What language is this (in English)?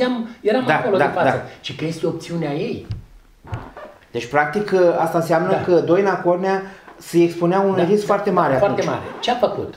Romanian